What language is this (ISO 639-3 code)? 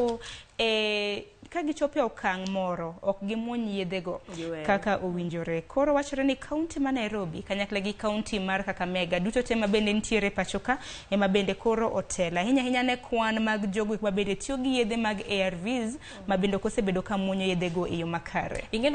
luo